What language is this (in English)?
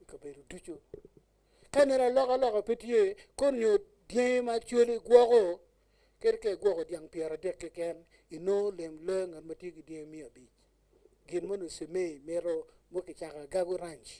Acoli